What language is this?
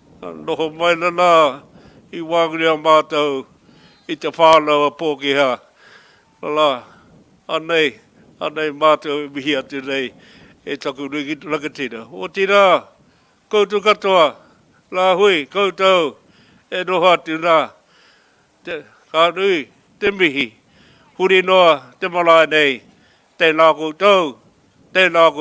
Māori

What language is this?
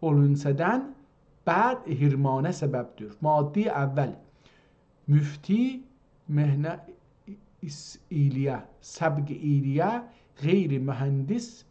South Azerbaijani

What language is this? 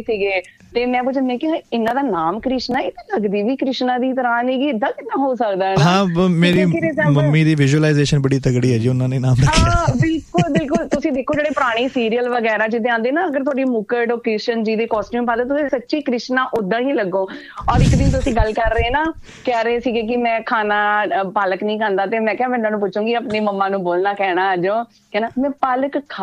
Punjabi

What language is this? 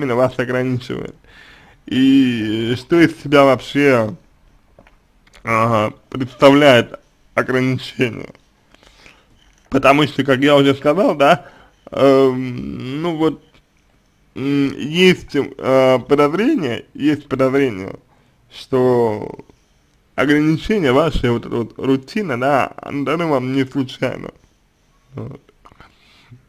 Russian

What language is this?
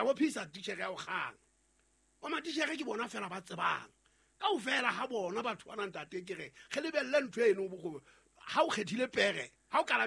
Southern Sotho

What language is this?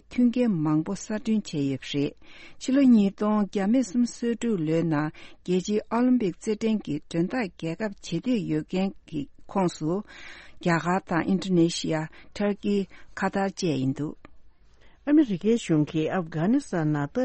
Tibetan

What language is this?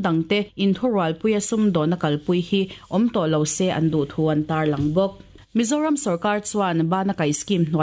Mizo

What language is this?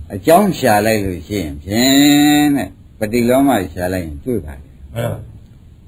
Burmese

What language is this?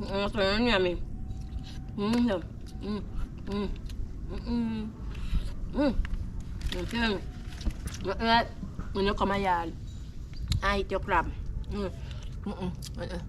Jamaican Creole English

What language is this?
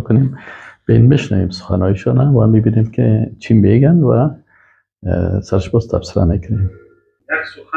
Persian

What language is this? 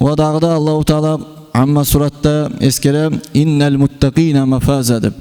Kumyk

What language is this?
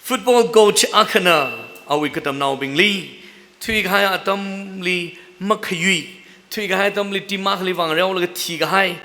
Tangkhul Naga (India)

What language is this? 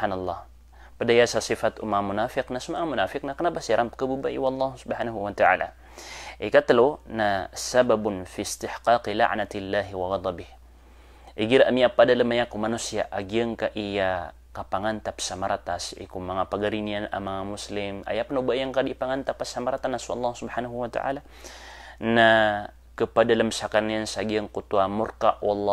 Maranao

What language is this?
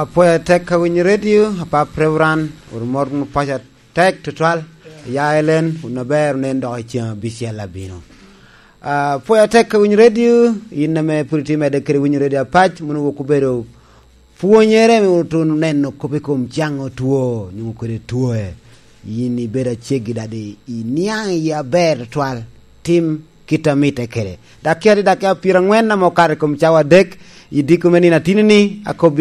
Lango (Uganda)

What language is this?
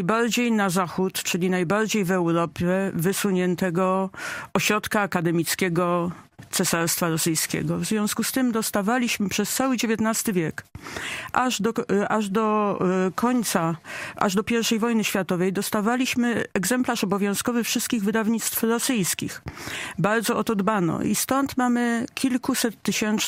Polish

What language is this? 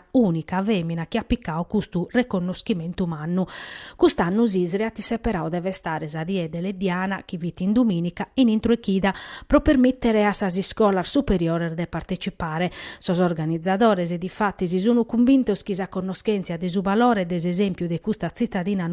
Sardinian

